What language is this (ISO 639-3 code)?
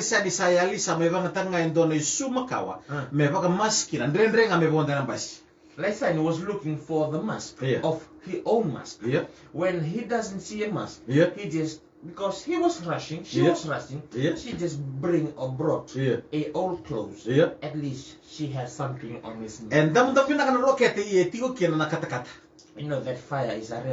fij